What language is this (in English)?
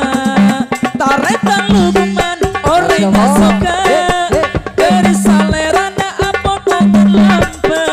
Madurese